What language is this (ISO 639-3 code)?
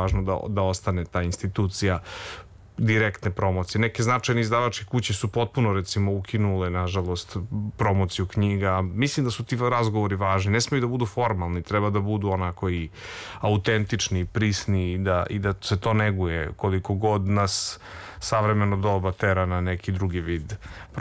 srp